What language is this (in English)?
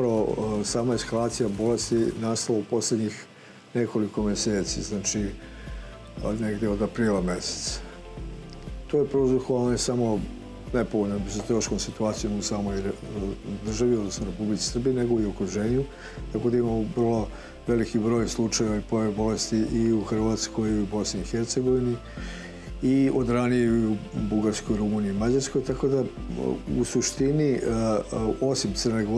Serbian